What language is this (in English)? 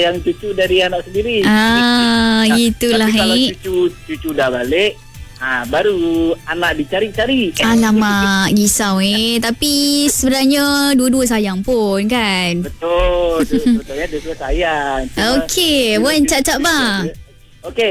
Malay